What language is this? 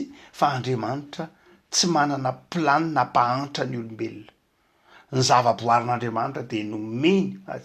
Malagasy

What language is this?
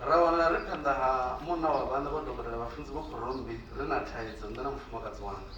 Venda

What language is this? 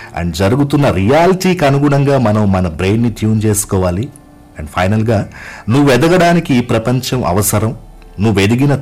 Telugu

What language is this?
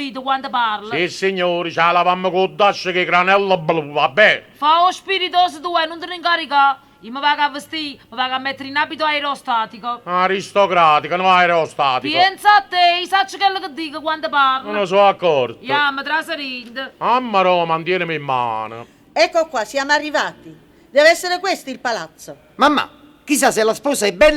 Neapolitan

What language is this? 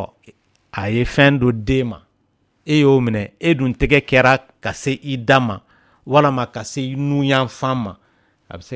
Dyula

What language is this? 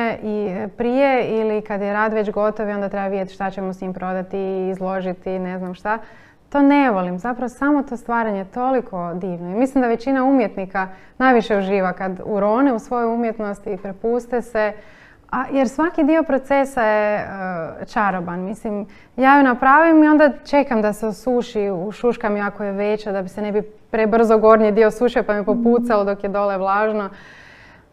Croatian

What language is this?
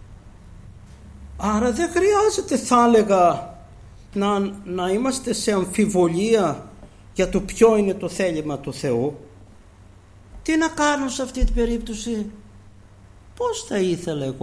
Greek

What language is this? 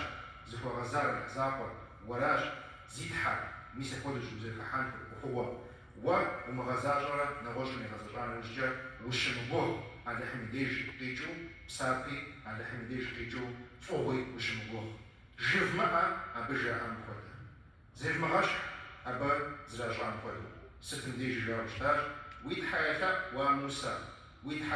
Kabardian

